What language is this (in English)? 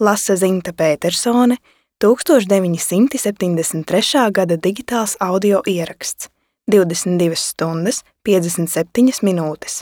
Latvian